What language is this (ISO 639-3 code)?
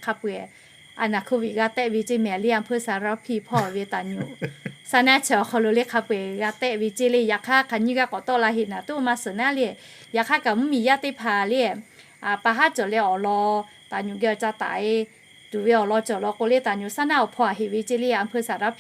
lhu